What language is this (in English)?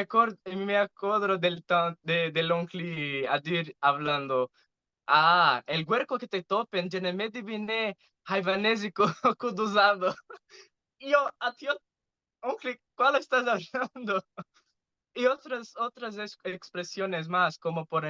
Ladino